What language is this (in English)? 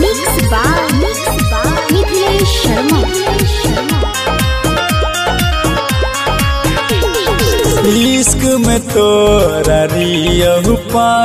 Bhojpuri